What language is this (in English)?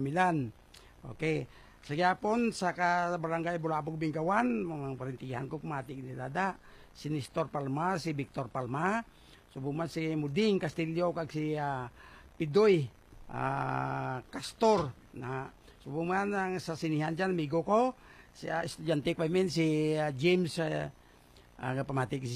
Hiligaynon